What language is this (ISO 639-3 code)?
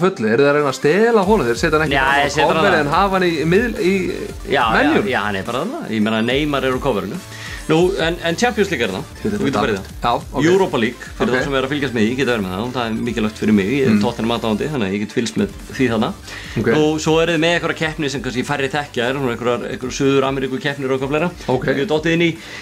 isl